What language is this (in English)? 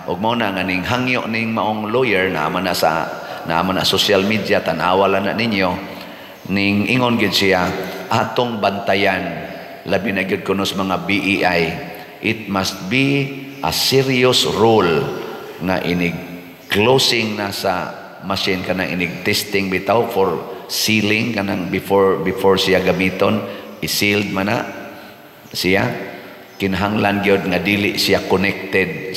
Cebuano